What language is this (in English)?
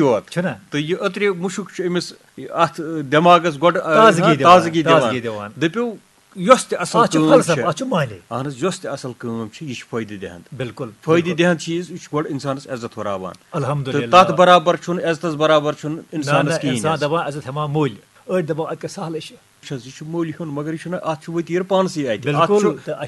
Kashmiri